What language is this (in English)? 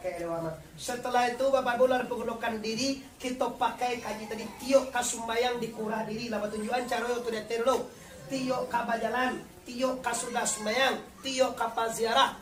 Minangkabau